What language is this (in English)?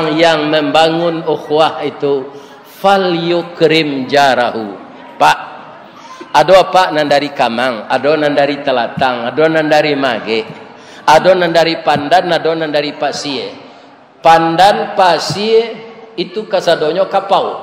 Minangkabau